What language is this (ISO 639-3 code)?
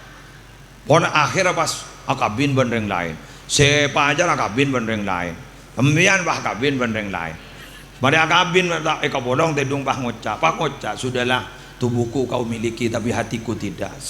mad